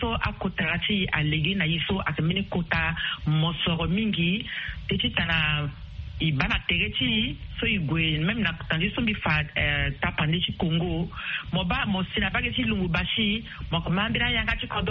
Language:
Sango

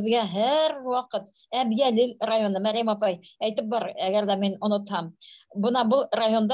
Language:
Bashkir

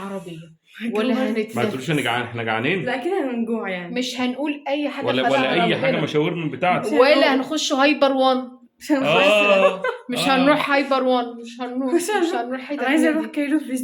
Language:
Egyptian Arabic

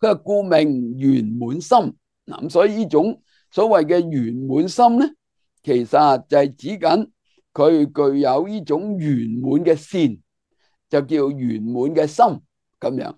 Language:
Cantonese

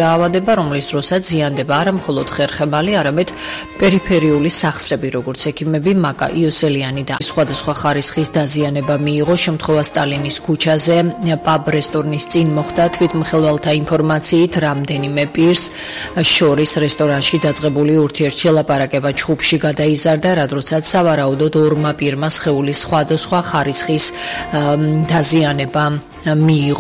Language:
Georgian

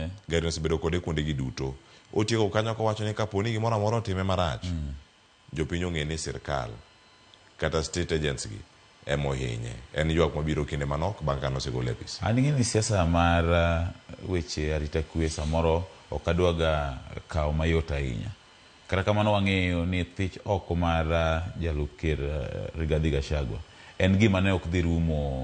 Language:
Luo (Kenya and Tanzania)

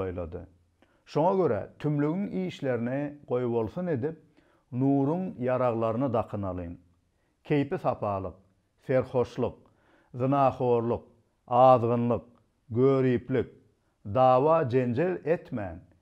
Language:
Turkmen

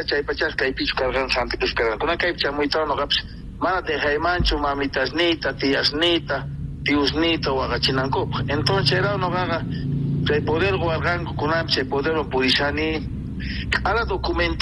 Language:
South Bolivian Quechua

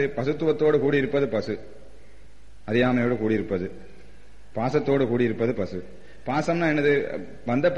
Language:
Tamil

